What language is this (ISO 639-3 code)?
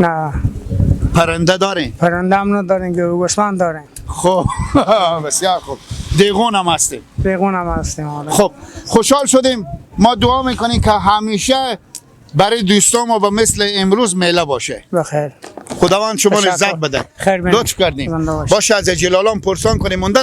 fas